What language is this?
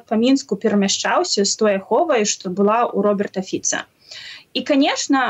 Belarusian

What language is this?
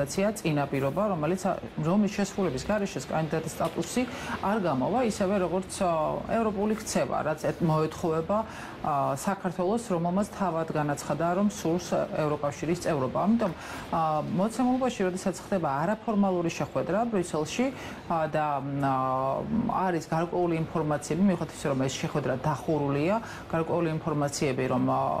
Georgian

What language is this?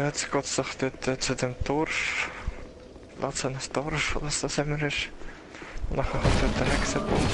Swiss German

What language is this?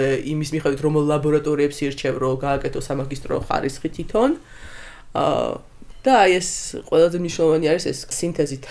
Georgian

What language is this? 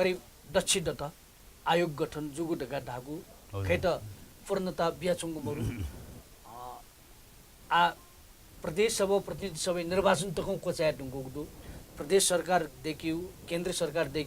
Newari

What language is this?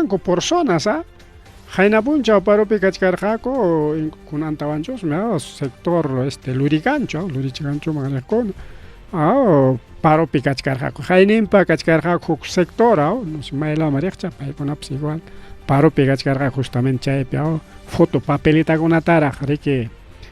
Ayacucho Quechua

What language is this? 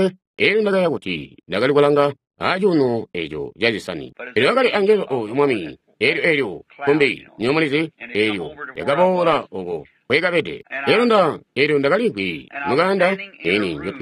Tonga (Zambia)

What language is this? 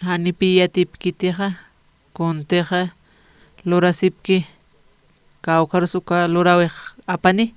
Aymara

